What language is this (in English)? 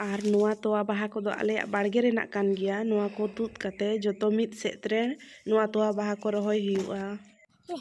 Santali